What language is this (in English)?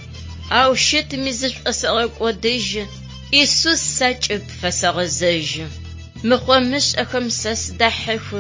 Adyghe